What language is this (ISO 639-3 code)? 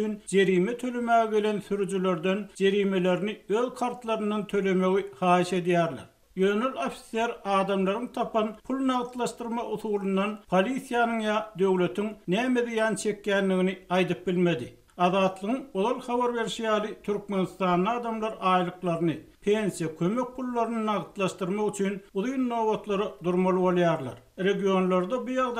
tuk